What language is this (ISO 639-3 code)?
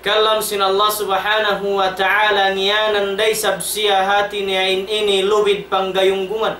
tsg